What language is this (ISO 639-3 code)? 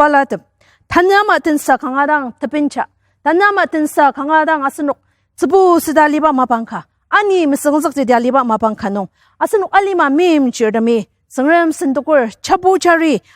njo